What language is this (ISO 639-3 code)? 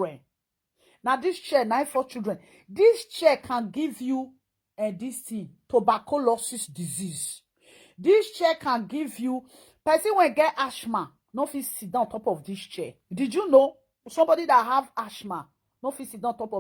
pcm